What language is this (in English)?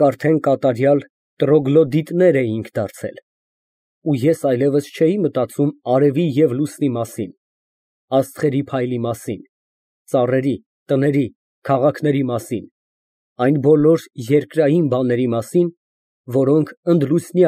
Armenian